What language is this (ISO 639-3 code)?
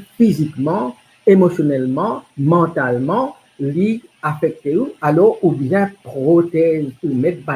mfe